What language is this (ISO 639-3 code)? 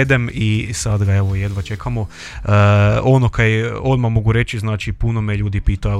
hrv